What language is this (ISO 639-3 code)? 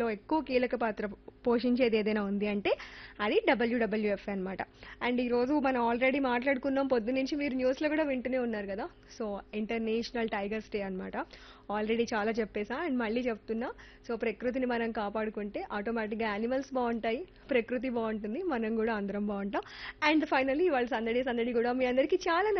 tel